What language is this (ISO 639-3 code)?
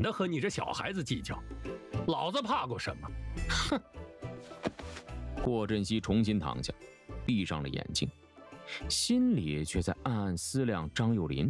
zho